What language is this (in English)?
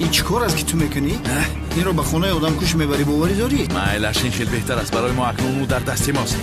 Tajik